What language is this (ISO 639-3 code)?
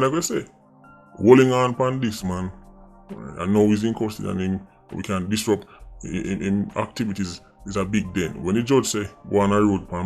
jam